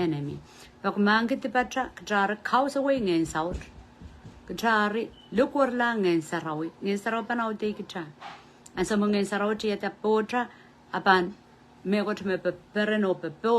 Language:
Pohnpeian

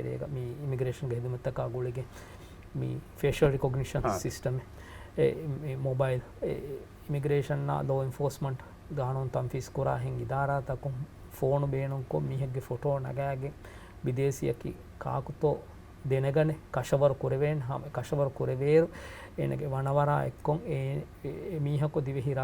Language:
Divehi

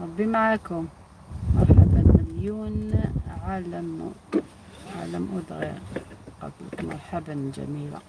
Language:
Algerian Arabic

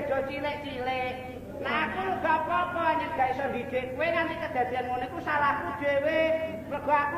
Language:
Javanese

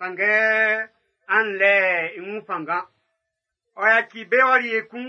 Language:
Baoulé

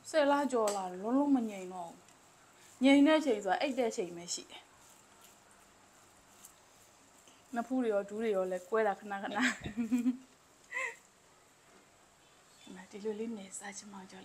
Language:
Burmese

